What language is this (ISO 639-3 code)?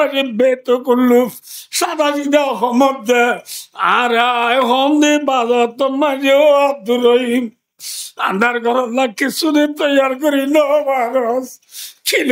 rhg